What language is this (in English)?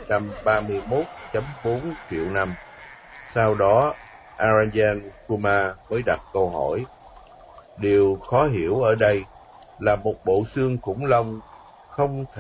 Vietnamese